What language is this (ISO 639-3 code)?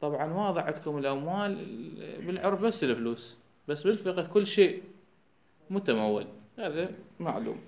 acm